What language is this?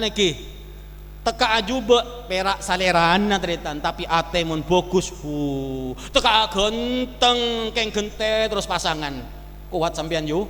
Madurese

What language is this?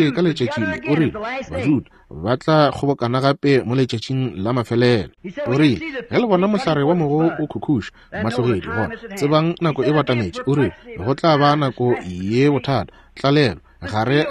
Northern Sotho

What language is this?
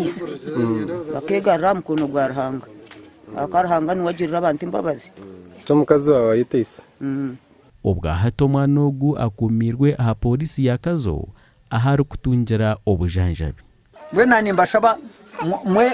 Nyankole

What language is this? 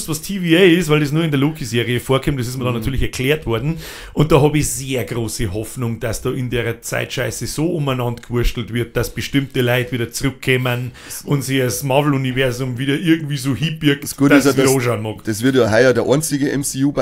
Bavarian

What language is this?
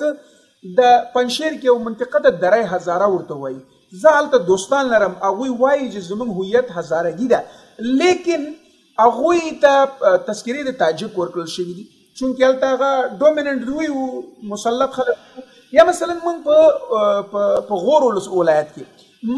Pashto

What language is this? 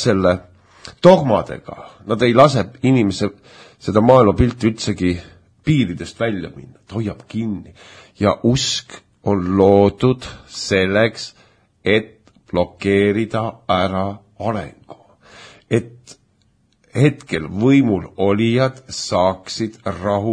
Estonian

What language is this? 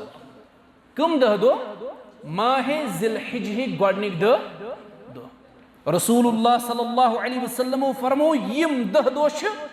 Kashmiri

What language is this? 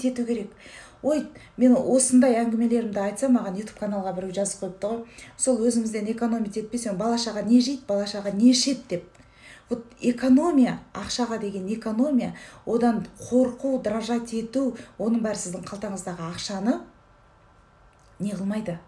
Kazakh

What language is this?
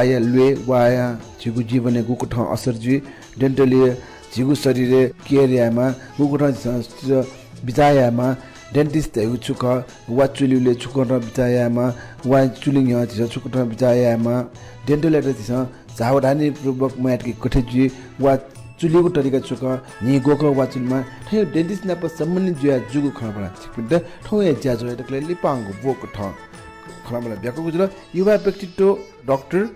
Newari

